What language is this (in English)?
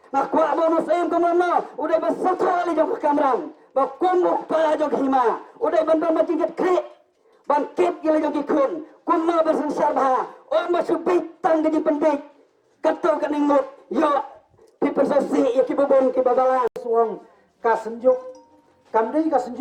Khasi